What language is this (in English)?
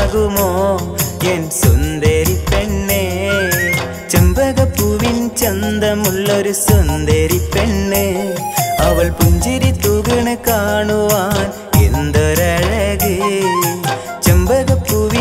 Malayalam